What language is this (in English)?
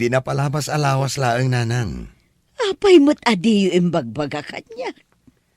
Iloko